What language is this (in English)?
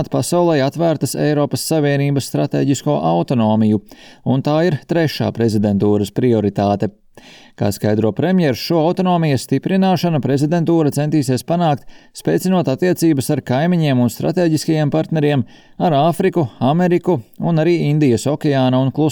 Latvian